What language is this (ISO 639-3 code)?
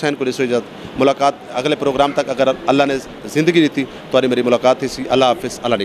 lah